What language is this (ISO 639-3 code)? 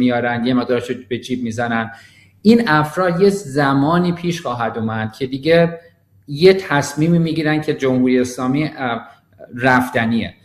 fas